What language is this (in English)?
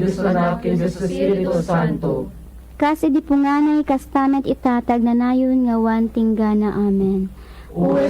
Iloko